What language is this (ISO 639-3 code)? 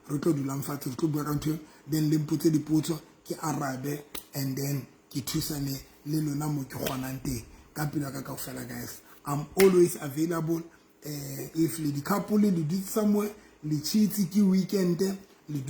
sot